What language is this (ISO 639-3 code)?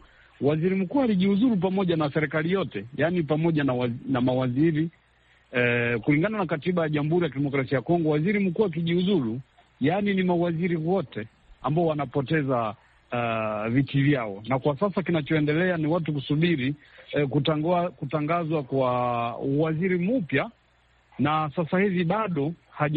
swa